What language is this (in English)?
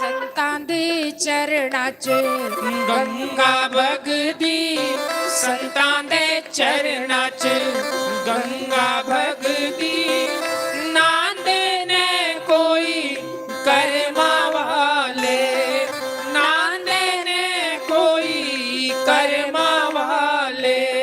Dogri